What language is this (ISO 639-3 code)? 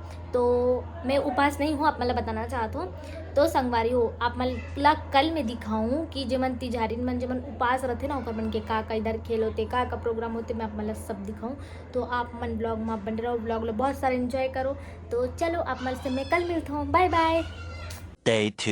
hne